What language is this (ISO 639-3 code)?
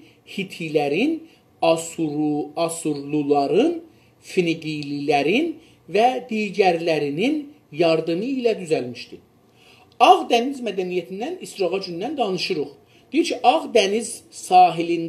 azb